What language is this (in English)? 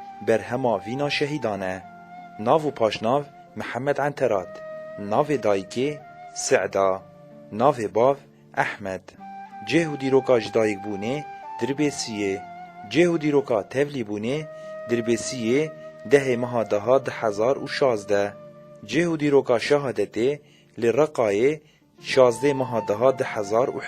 Kurdish